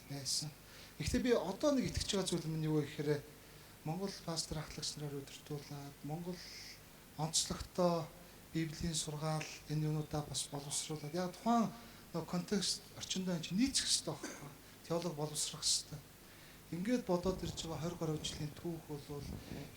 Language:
Mongolian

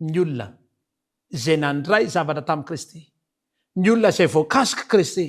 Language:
Malagasy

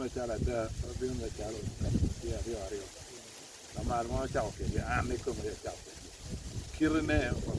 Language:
Acoli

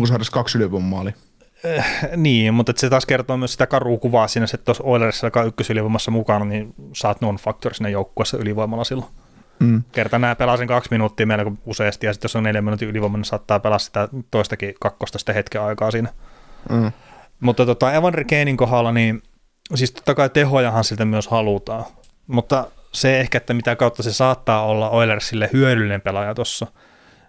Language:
Finnish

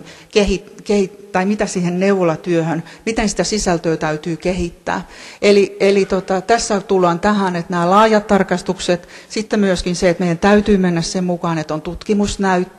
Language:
Finnish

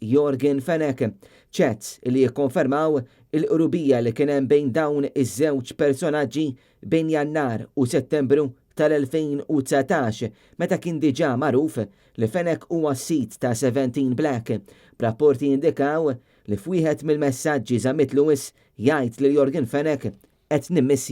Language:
Maltese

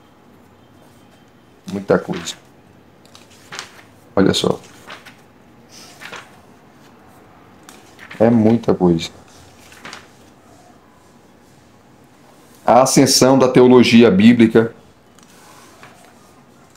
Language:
Portuguese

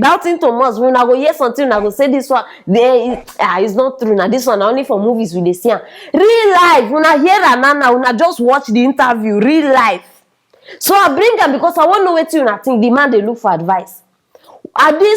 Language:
Nigerian Pidgin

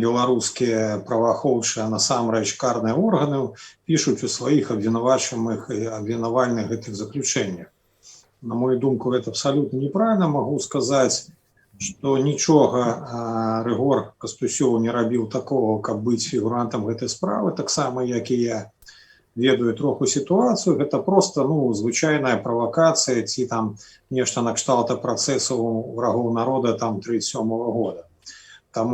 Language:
Belarusian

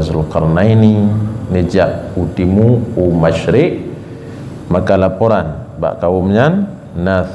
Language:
Achinese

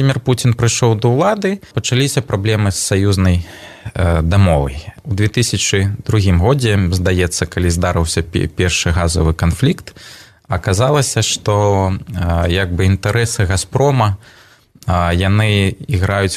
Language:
Belarusian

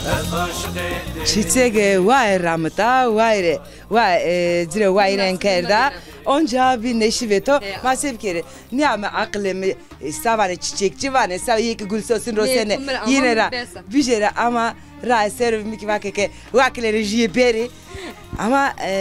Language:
Zaza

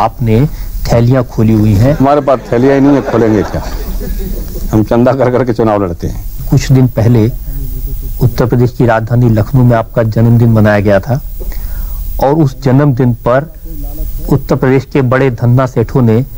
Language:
Hindi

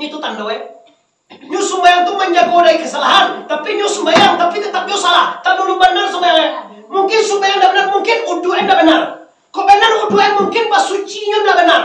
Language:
Minangkabau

